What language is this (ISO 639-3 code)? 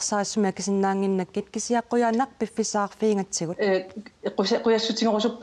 kal